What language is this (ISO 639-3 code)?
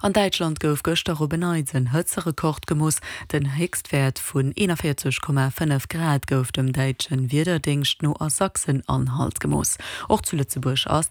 ltz